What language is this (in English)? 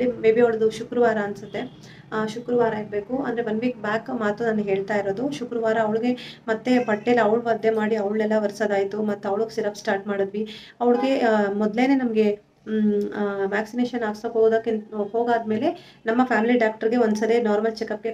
Kannada